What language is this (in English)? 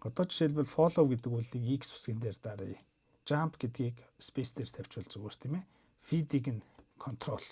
Mongolian